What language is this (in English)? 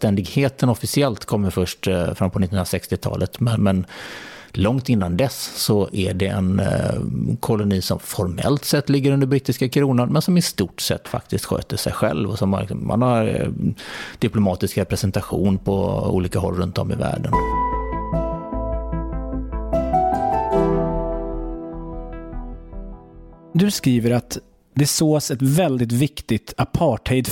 Swedish